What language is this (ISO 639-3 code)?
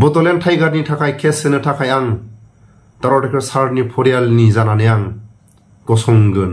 brx